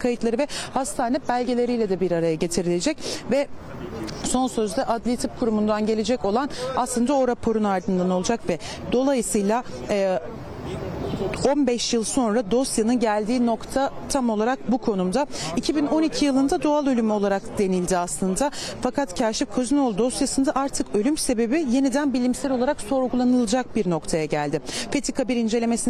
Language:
Turkish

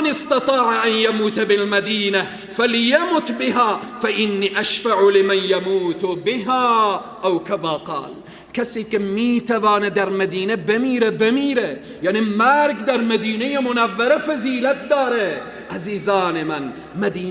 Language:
Persian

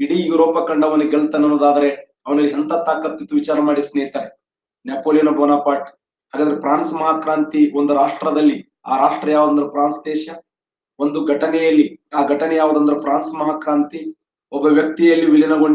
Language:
Kannada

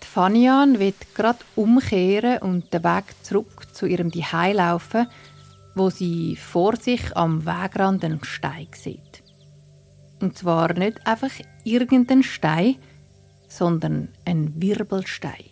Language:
Swiss German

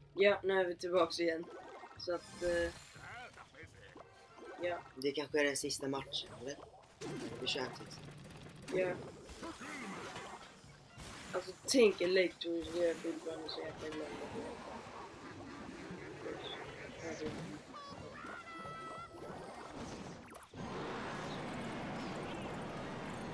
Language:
Swedish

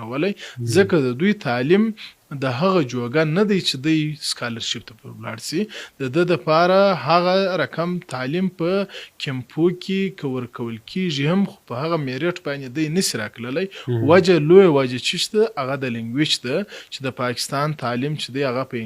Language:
Pashto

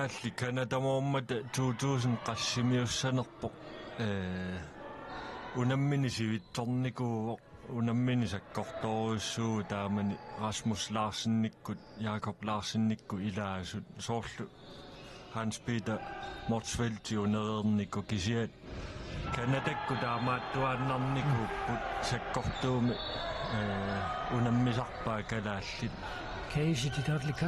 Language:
Kalaallisut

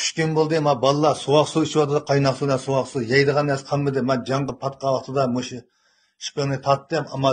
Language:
Uyghur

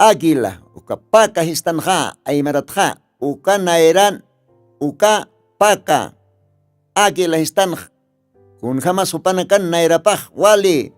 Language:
Aymara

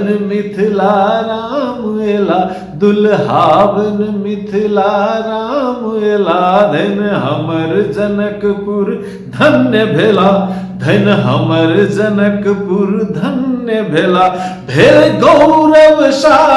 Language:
Maithili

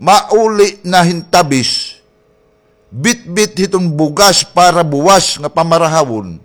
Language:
Waray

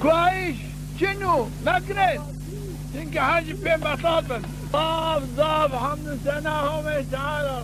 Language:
Zaza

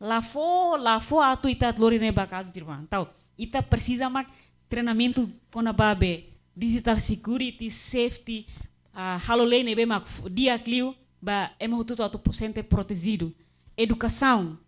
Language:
Tetum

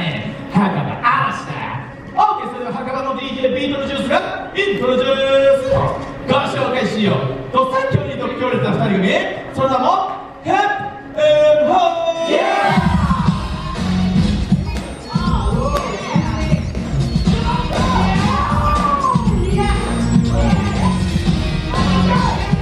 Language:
Japanese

